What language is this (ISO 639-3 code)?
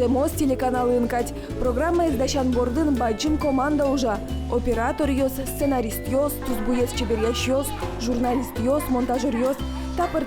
udm